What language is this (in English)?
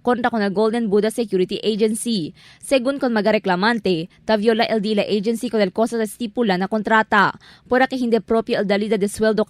Chavacano